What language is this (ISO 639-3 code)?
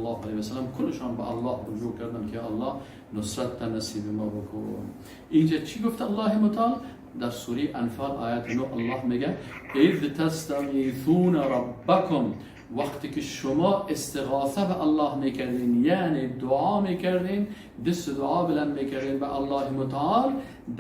fas